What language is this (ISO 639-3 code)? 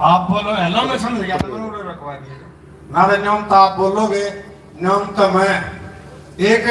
bgc